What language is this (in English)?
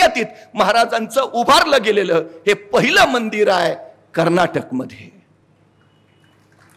Marathi